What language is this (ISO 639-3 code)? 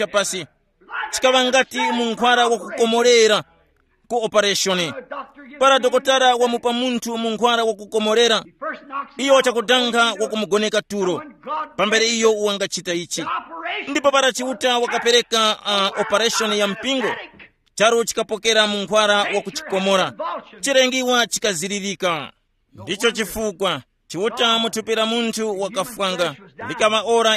tum